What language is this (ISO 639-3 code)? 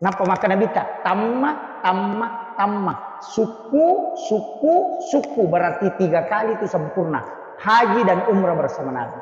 bug